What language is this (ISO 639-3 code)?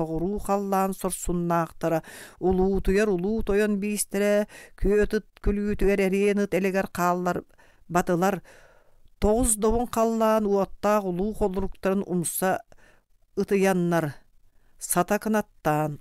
sah